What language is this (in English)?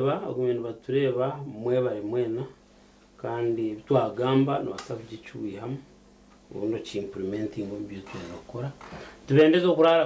Nyankole